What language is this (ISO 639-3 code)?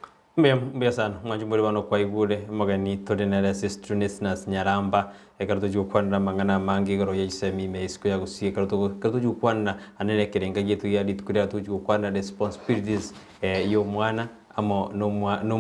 guz